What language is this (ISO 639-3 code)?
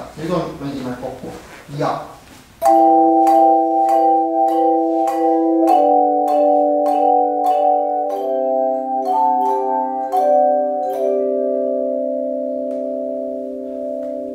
est